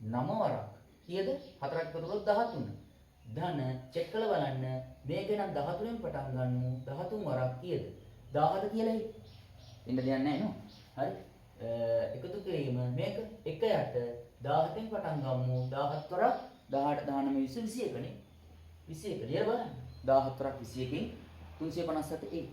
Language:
Sinhala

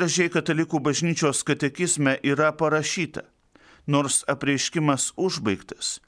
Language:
Lithuanian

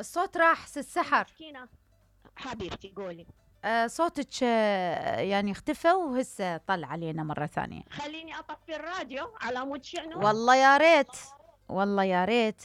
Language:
Mesopotamian Arabic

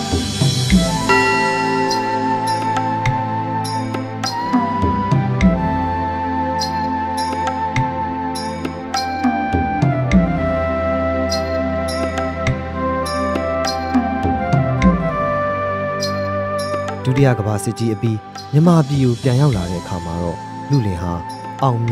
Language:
Burmese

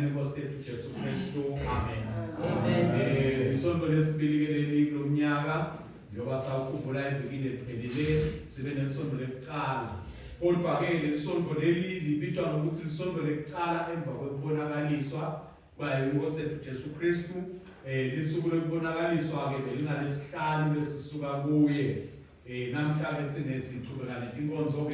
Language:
Swati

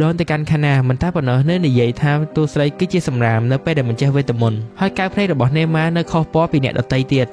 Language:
Khmer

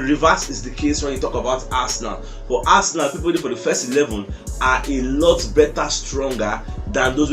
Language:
Nigerian Pidgin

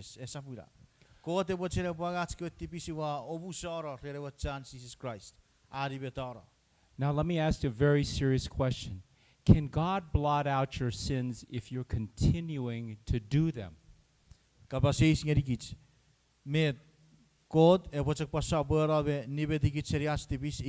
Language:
Chuukese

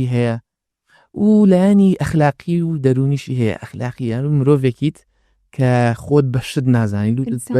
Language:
Central Kurdish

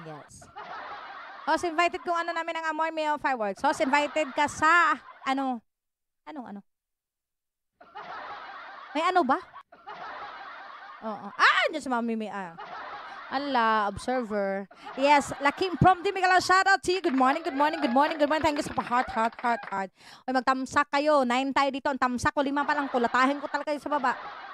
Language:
Filipino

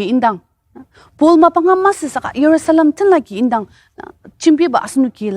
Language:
Ao Naga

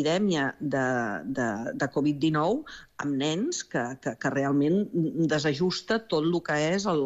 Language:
Catalan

